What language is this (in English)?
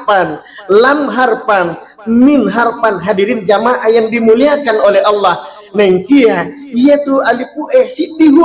Buginese